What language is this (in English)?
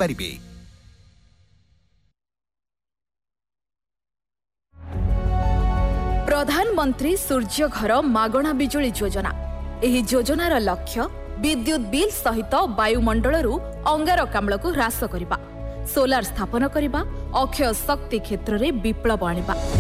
Odia